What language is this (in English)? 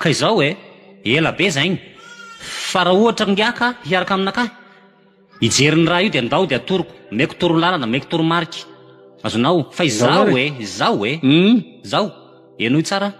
Malagasy